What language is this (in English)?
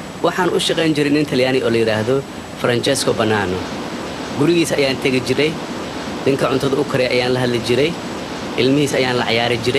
Somali